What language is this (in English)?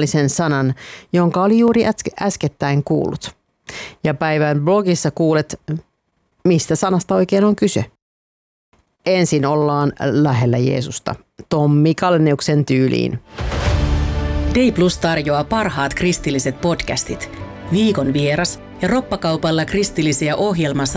Finnish